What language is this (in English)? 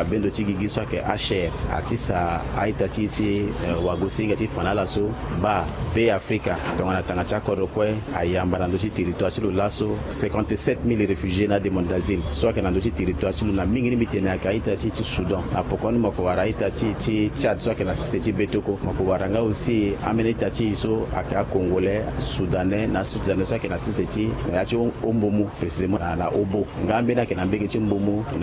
Sango